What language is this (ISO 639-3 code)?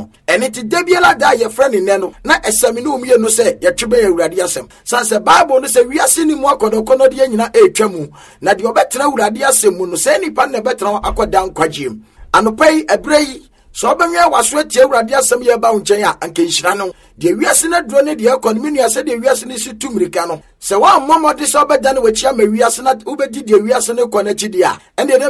aka